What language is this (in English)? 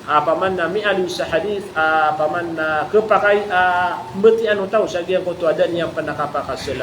Maranao